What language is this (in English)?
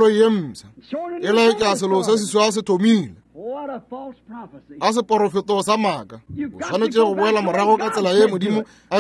Northern Sotho